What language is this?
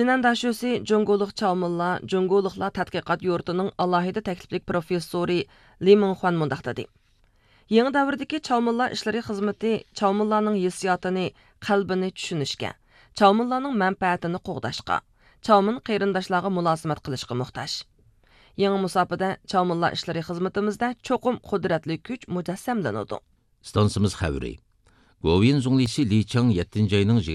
Uyghur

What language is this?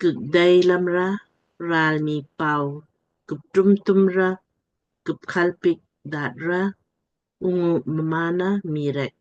Lamkang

